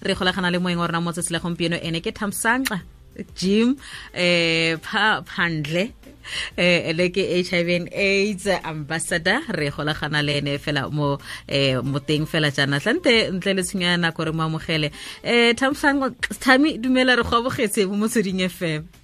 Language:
Tswana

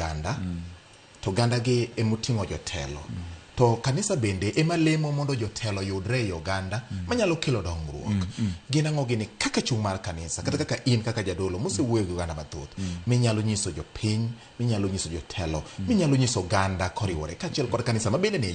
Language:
Luo (Kenya and Tanzania)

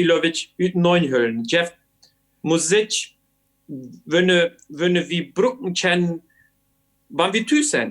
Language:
Plautdietsch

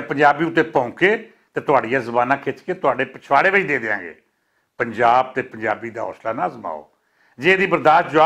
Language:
Western Panjabi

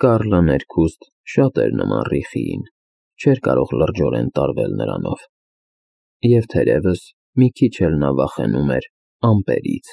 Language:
Armenian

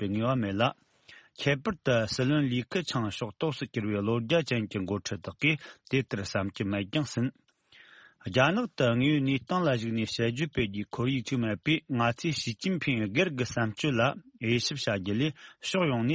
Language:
Tibetan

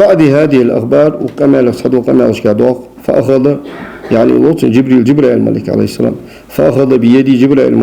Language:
Ingush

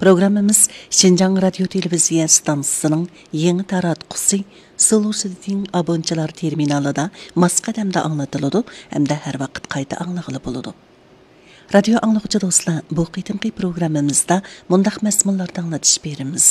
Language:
Uyghur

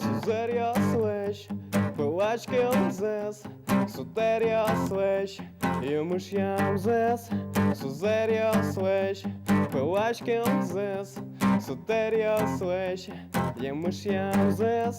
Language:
Udmurt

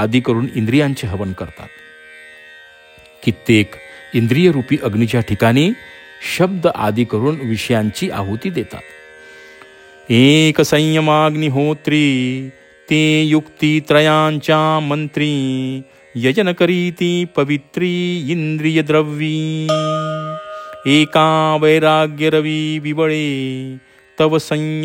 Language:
Marathi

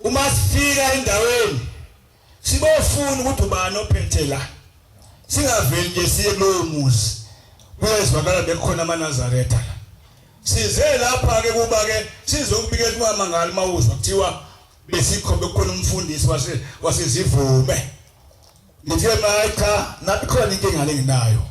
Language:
Zulu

